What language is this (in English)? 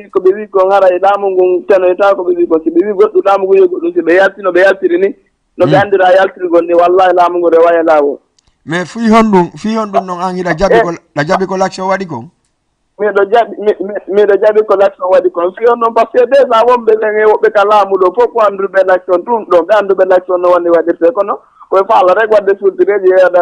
Fula